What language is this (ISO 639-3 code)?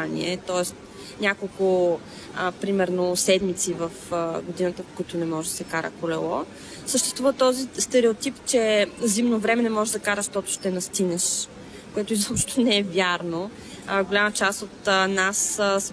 bul